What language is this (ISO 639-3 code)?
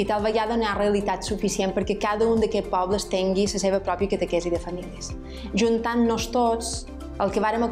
cat